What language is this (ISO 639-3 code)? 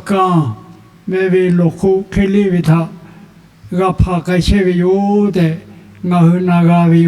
lhu